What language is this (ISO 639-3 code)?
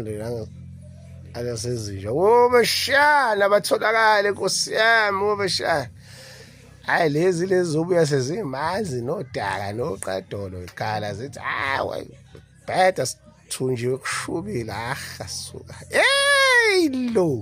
zul